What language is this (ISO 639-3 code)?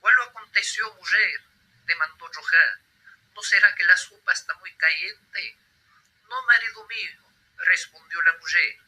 lad